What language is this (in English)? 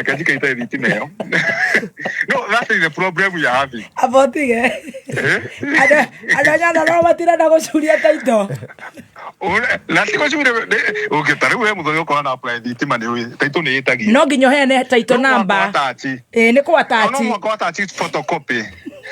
Kikuyu